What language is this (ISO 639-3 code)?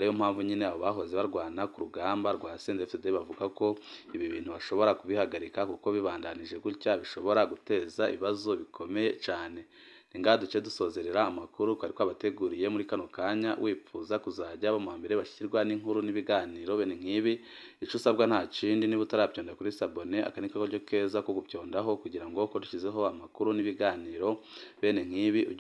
run